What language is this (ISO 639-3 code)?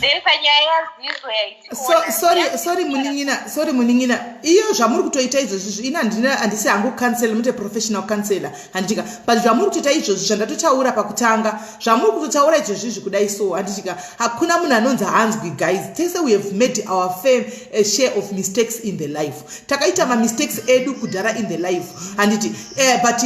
sna